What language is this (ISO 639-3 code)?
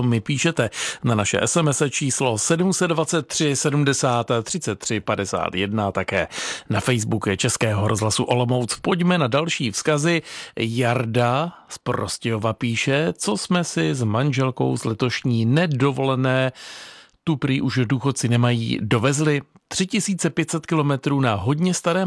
ces